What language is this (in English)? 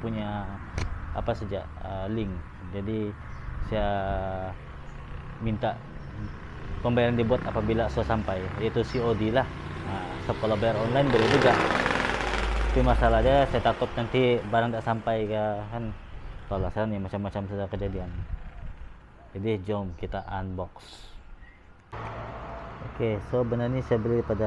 Malay